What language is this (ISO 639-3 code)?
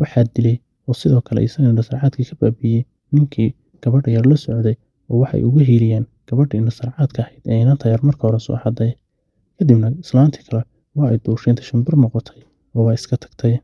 som